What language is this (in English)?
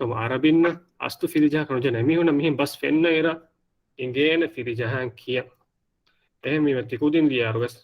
Divehi